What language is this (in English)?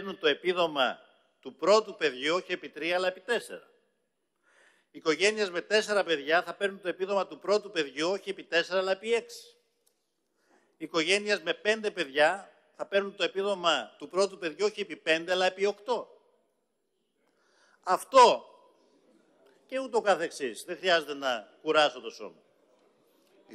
Greek